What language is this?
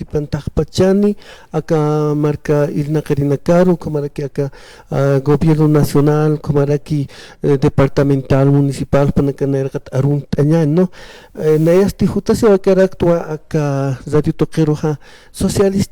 Aymara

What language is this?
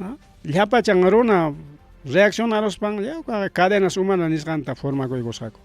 Ayacucho Quechua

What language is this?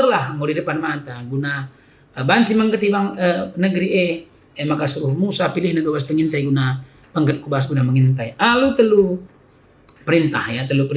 Batak Karo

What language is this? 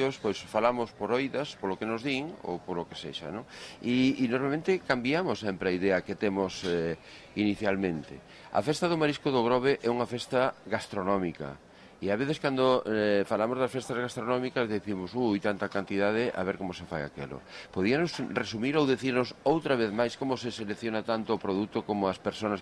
Galician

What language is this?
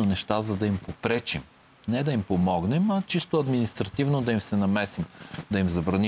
Bulgarian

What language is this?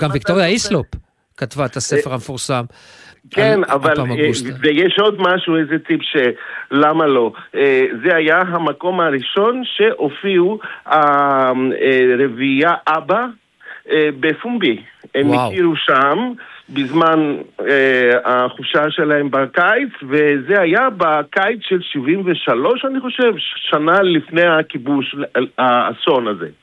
Hebrew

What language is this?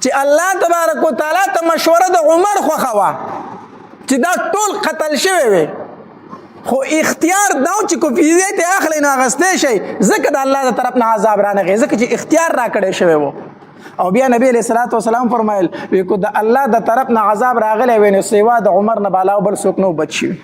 Pashto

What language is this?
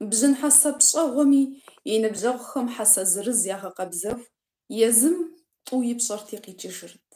Kabardian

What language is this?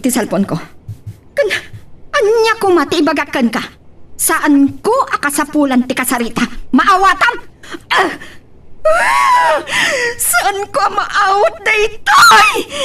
Iloko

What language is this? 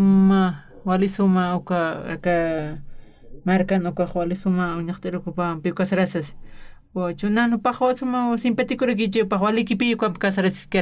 Aymara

